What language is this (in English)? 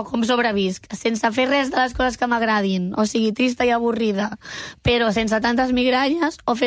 Catalan